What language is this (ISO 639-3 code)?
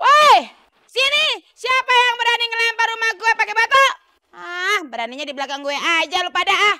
bew